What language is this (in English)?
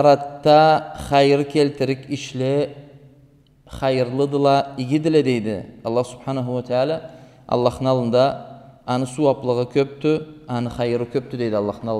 Karachay-Balkar